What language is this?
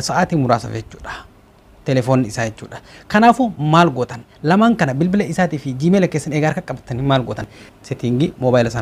Oromo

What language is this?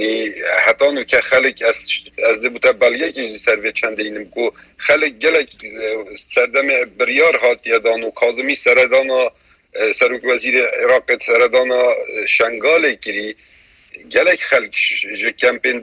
Kurdish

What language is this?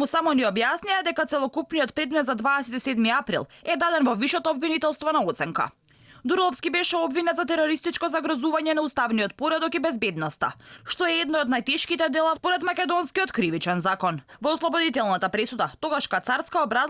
Macedonian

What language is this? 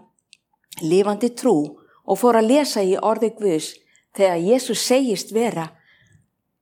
Icelandic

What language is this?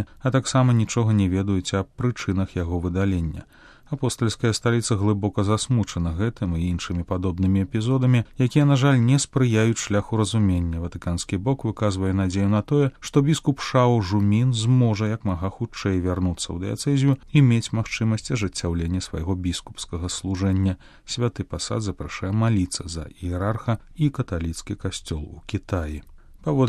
Belarusian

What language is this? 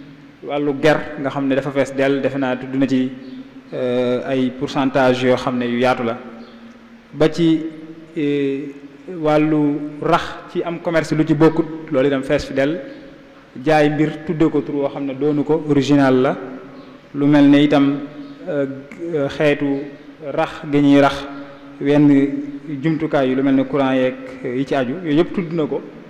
Wolof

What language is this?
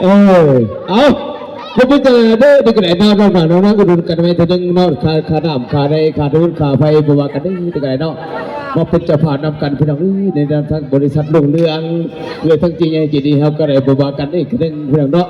Northeastern Thai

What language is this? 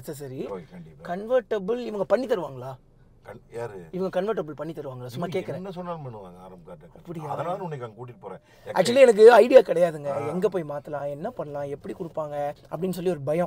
Tamil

